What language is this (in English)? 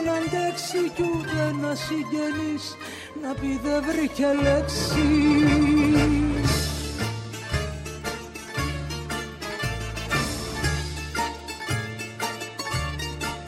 Greek